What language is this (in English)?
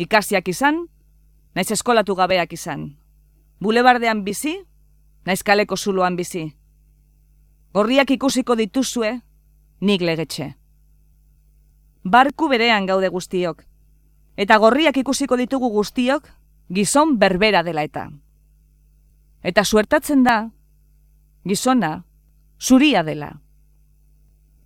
Basque